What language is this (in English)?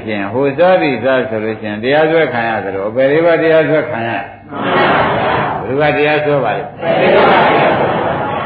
Burmese